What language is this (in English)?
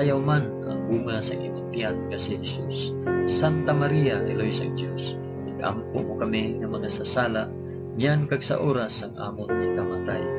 Hiligaynon